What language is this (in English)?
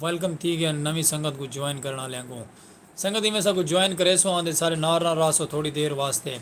Saraiki